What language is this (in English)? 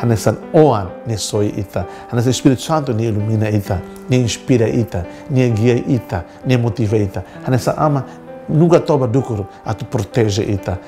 Tetum